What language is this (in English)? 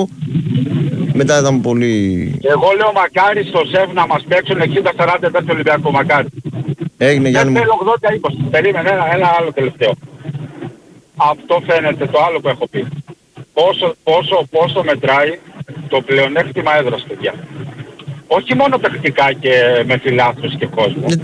Greek